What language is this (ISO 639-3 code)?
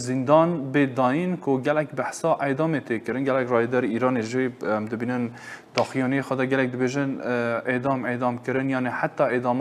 kur